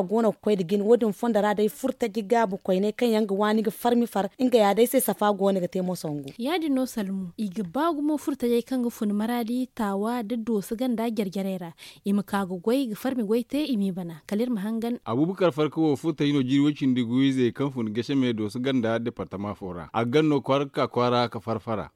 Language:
Zarma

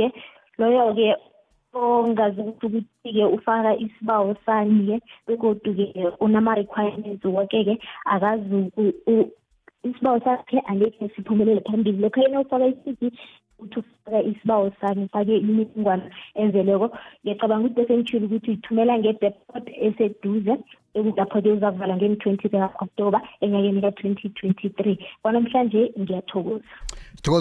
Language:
South Ndebele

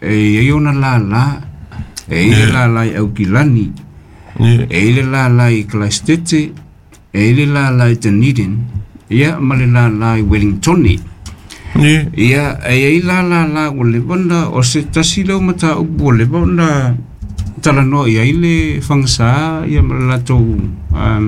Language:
Samoan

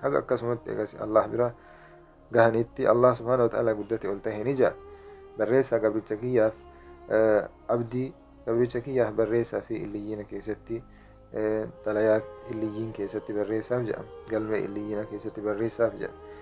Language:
Oromo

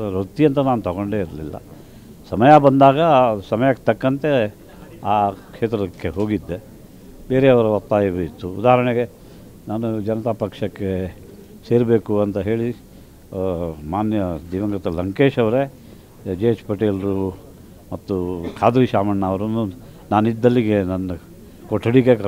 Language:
Kannada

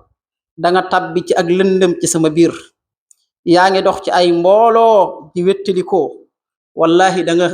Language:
Wolof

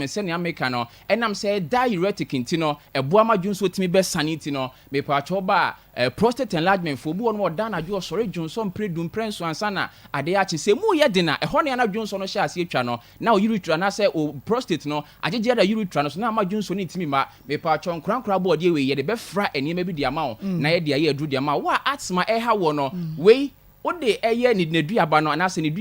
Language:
Akan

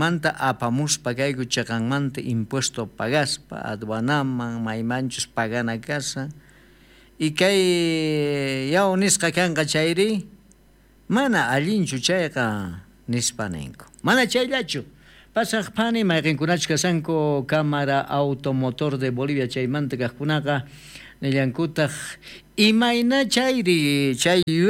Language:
South Bolivian Quechua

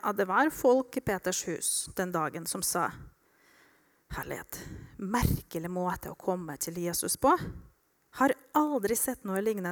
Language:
Norwegian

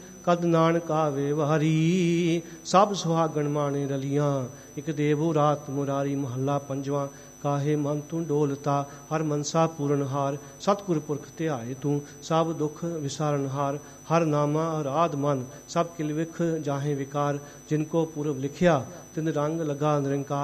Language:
Punjabi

